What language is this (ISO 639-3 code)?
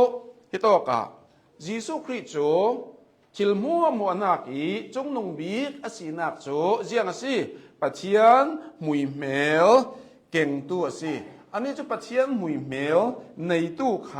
cnh